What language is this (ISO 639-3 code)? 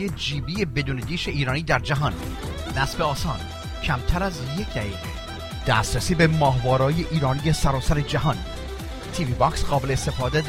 fas